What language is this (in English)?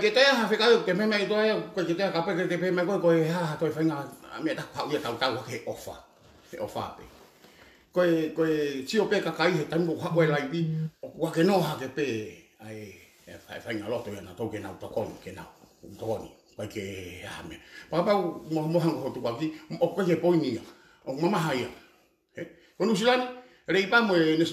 Tongan